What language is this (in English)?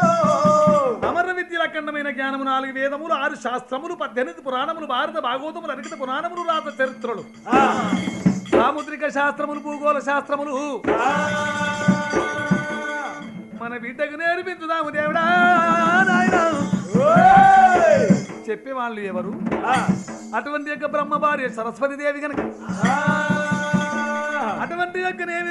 Telugu